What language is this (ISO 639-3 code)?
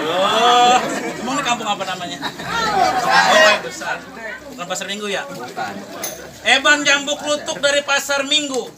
bew